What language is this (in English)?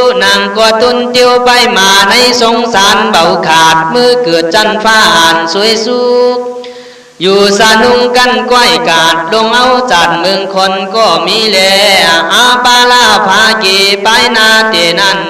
Khün